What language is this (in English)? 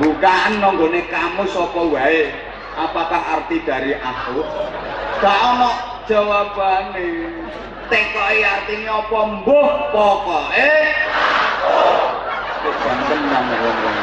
Javanese